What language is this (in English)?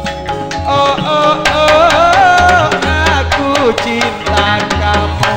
Madurese